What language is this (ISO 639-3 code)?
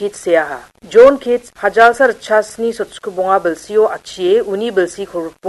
grt